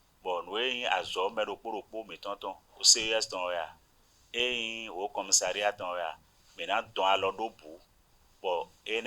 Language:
Fon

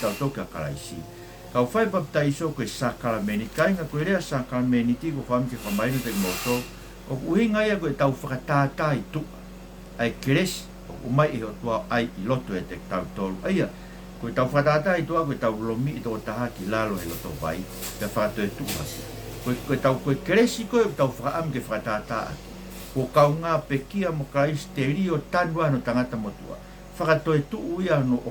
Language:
Tongan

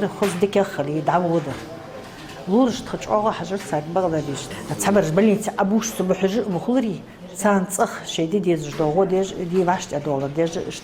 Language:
Ingush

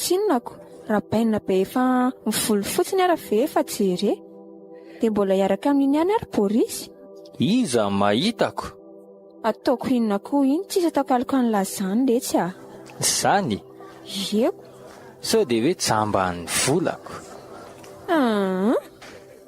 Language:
Malagasy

